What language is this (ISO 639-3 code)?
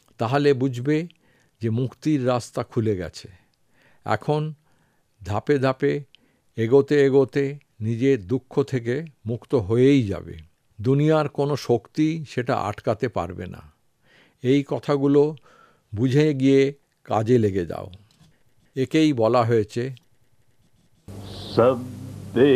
ben